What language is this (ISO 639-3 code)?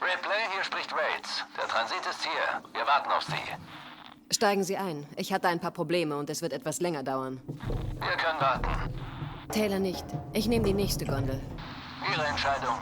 bar